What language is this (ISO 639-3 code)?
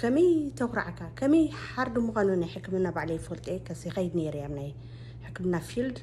tir